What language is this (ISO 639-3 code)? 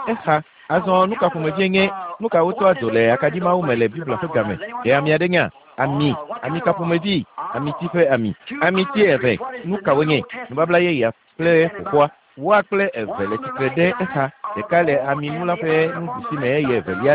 ewe